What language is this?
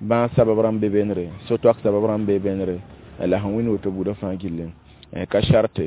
Mossi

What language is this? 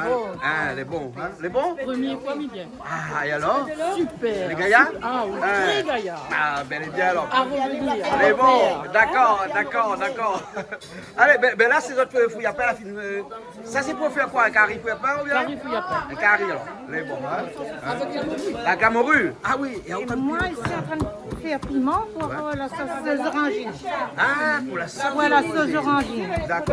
Réunion Creole French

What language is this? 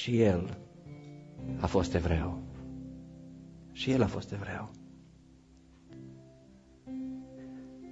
Romanian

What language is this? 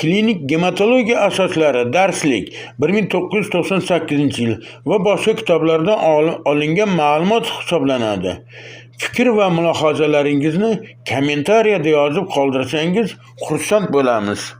Uzbek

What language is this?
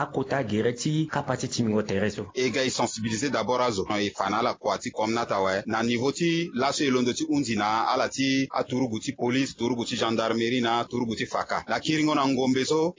Sango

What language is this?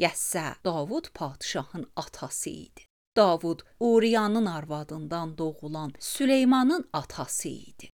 Azerbaijani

